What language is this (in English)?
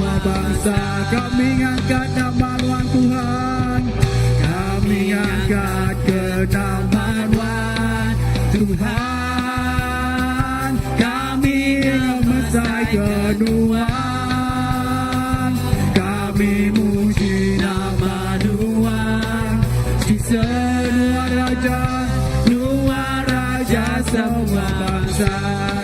Iban